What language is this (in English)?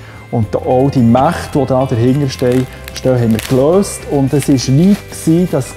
Swiss German